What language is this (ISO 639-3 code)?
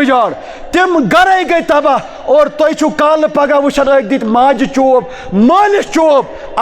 kas